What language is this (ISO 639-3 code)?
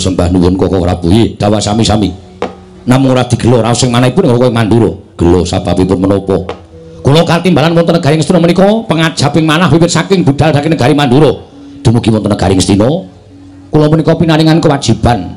jav